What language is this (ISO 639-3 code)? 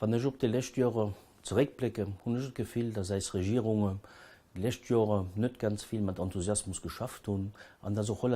ltz